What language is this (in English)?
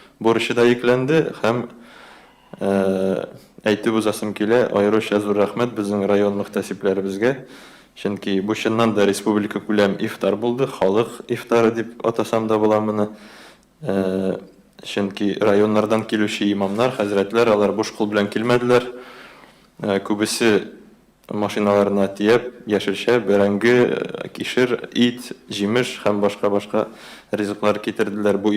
Tatar